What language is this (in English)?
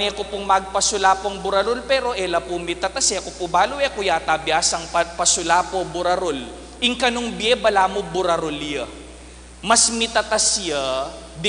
Pampanga